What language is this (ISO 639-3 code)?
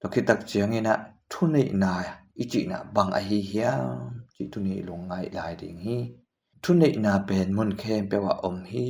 ctd